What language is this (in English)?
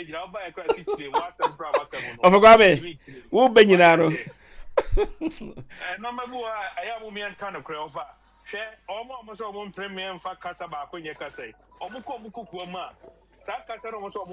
Akan